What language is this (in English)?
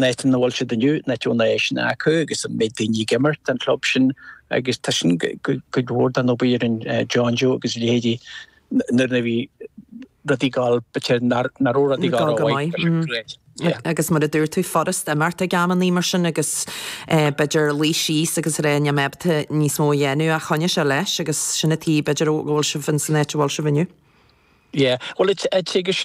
Irish